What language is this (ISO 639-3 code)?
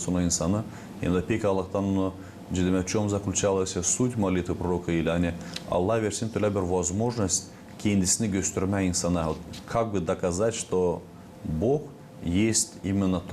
gag